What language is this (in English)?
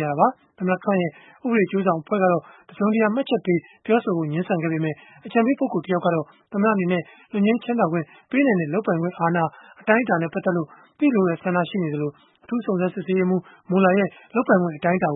Burmese